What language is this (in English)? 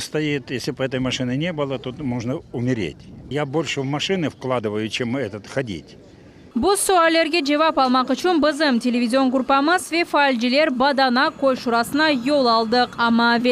Crimean Tatar